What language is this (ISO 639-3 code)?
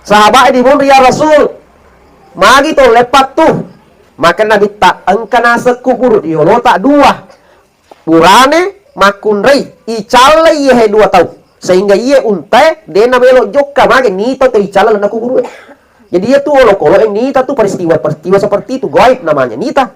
bug